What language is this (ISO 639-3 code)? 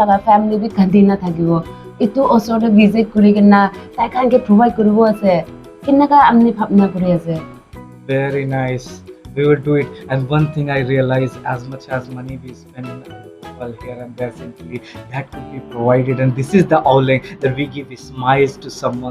nag